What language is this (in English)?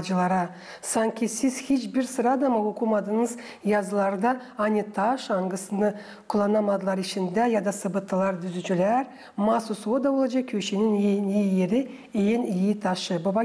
Gagauz